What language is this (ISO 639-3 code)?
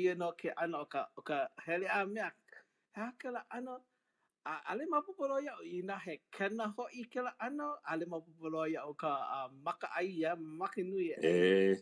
haw